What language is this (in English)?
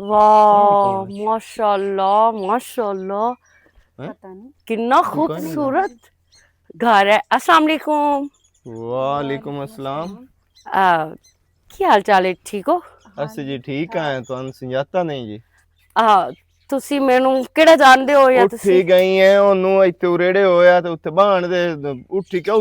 Western Panjabi